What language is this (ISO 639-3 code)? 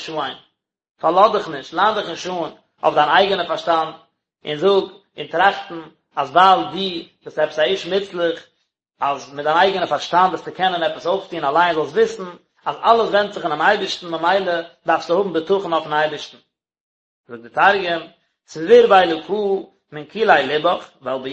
yid